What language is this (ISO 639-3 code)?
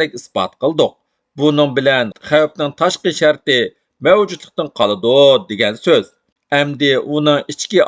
uig